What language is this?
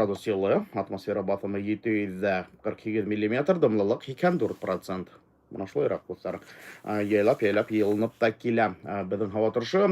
Bashkir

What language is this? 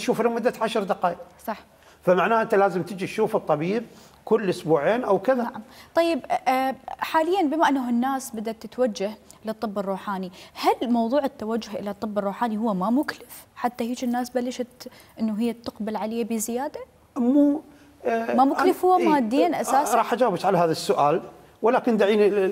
Mesopotamian Arabic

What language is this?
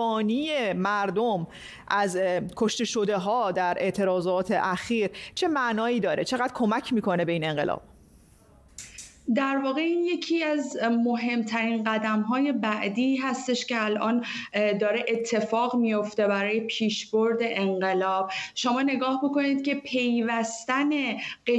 Persian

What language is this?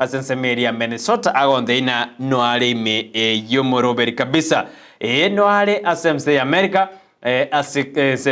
Gusii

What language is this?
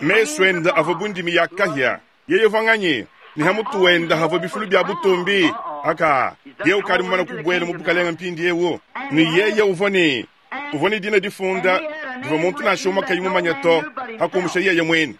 Luba-Lulua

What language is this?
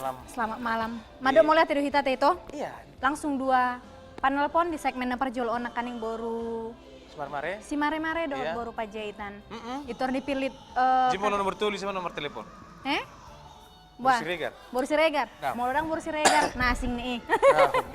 Batak Toba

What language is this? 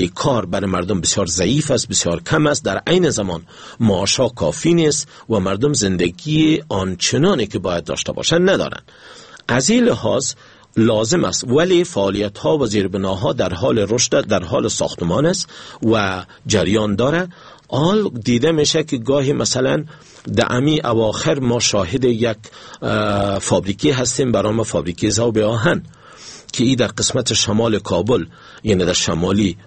Persian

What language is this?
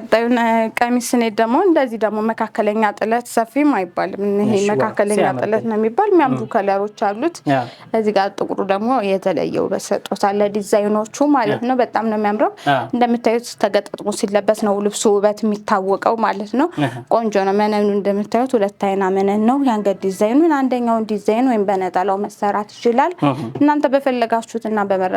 Amharic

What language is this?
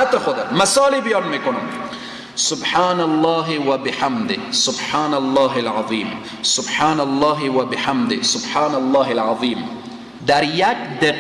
Persian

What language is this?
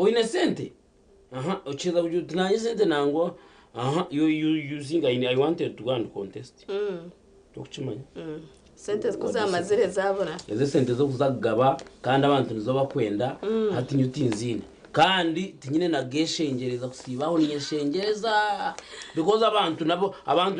Nyankole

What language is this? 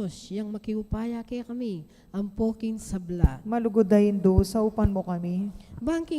Pampanga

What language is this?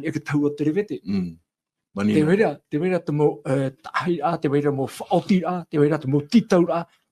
Tahitian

